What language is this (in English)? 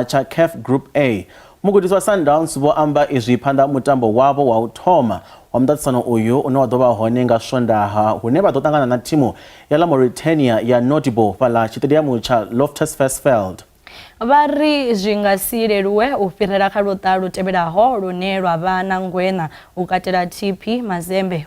Venda